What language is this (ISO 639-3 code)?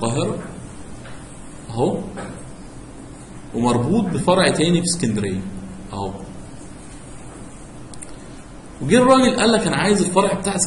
arz